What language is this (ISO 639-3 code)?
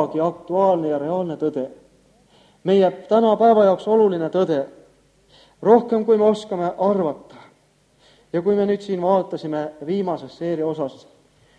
est